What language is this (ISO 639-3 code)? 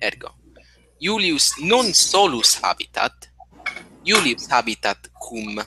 lat